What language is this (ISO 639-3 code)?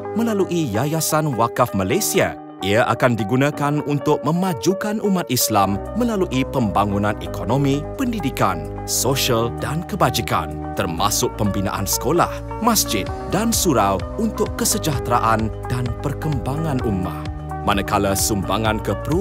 msa